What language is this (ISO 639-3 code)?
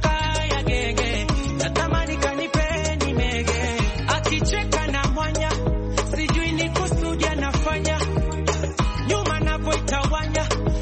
swa